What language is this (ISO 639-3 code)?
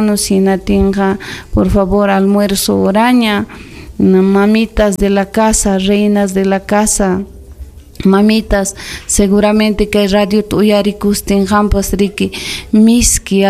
quy